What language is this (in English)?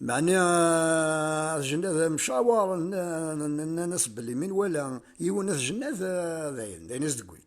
Kabyle